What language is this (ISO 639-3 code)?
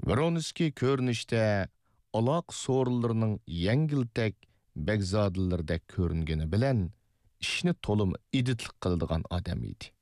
uig